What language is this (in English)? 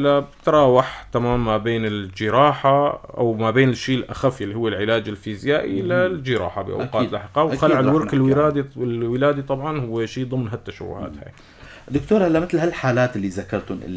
North Levantine Arabic